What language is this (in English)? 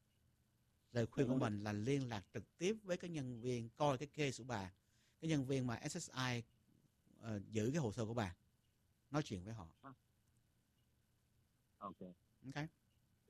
Vietnamese